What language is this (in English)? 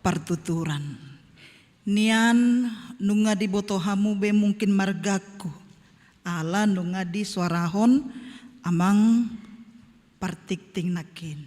Batak Toba